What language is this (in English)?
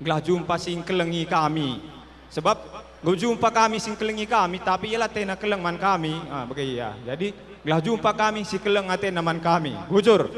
Batak Karo